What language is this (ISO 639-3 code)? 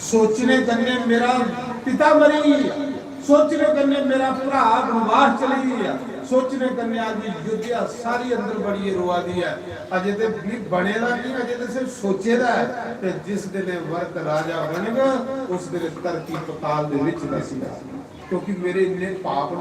doi